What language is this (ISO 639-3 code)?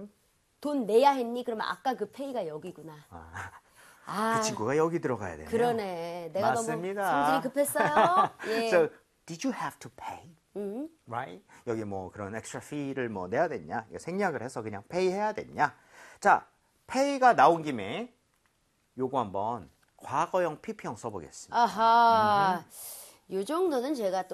kor